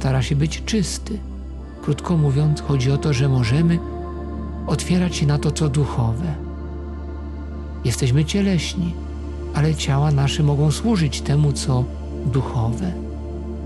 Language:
Polish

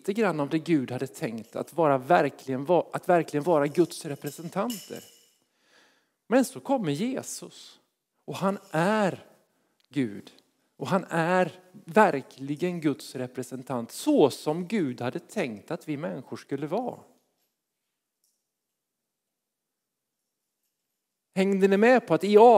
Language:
Swedish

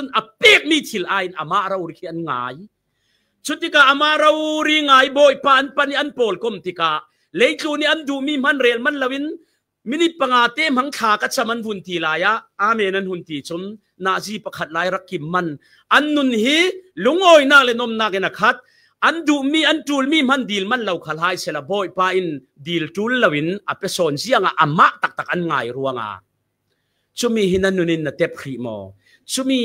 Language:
Falam Chin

